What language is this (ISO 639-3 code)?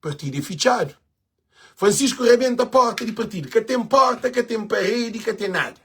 kea